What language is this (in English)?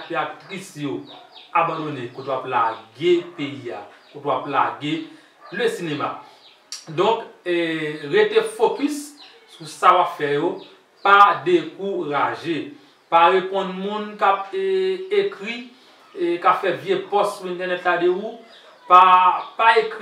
Haitian Creole